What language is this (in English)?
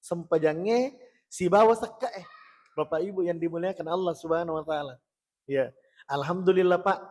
Buginese